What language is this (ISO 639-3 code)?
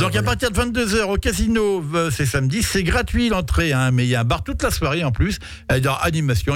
fra